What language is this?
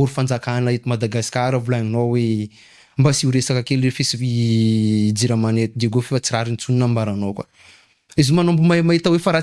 Malagasy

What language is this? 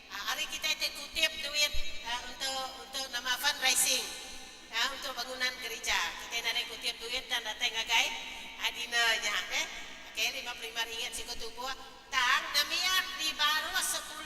Iban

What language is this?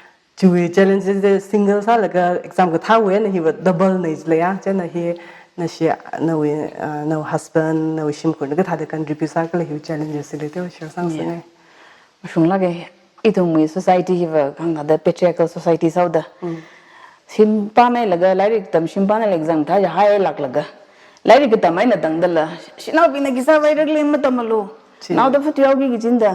Tangkhul Naga (India)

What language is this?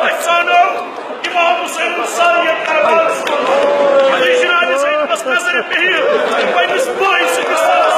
Kashmiri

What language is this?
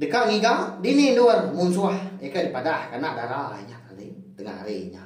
Iban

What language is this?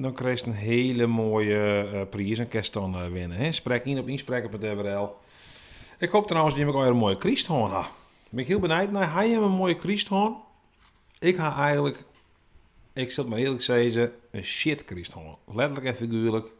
Western Frisian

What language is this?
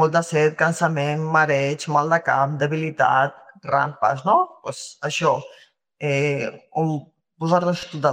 Catalan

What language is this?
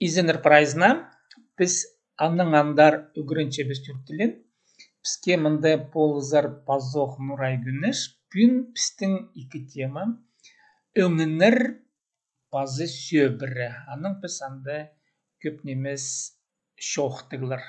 Khakas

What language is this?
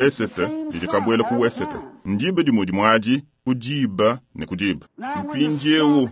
Luba-Lulua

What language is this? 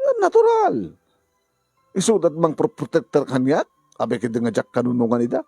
Iloko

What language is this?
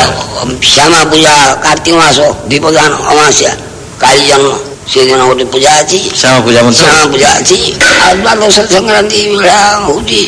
Odia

